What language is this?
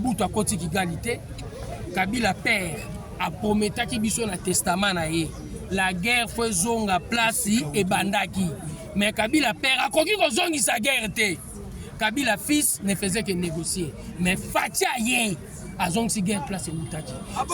Lingala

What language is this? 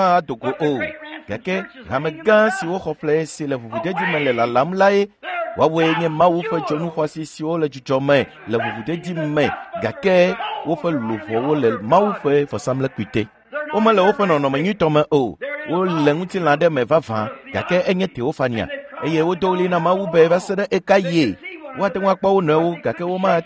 Ewe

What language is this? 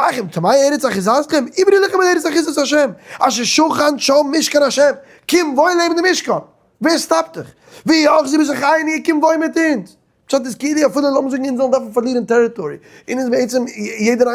Yiddish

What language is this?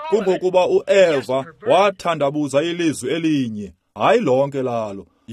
Xhosa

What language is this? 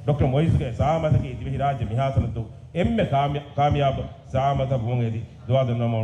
Divehi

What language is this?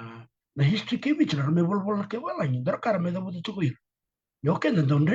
Fijian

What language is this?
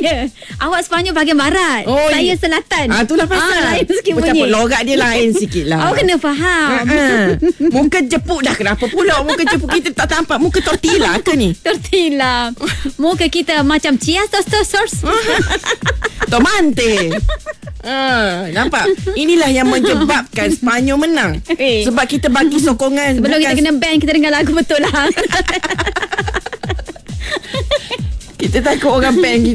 Malay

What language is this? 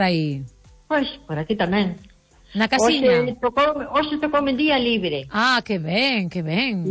Galician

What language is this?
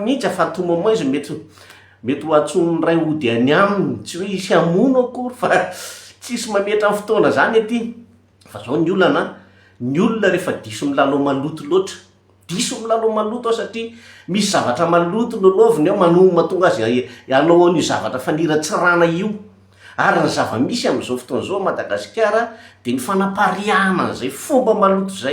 Malagasy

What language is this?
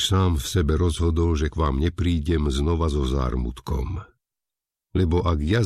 Slovak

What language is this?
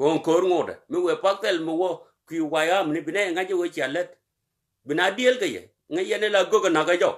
Nuer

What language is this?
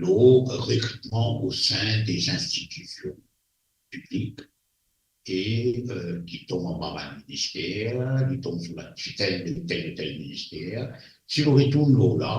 Morisyen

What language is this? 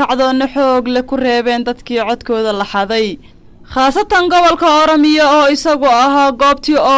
Somali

